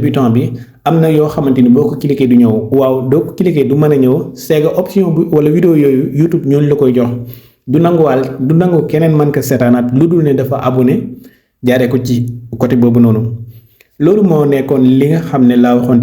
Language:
Wolof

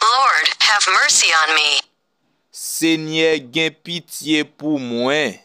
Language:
Haitian Creole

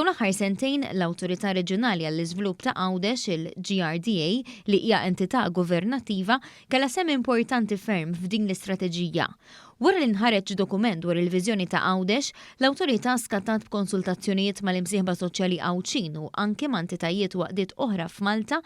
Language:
Maltese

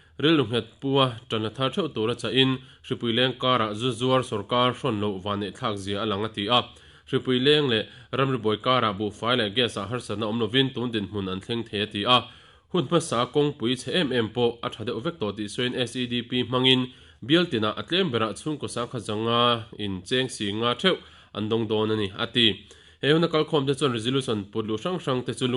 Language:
Mizo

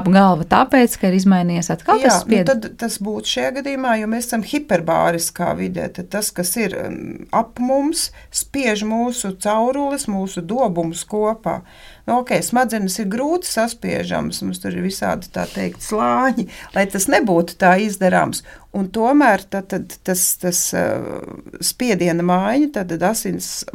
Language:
Latvian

